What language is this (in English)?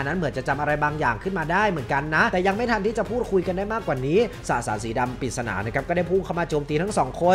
Thai